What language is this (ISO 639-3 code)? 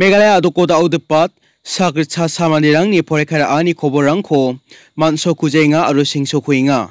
grt